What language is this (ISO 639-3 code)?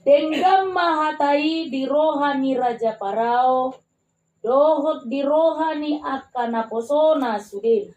bbc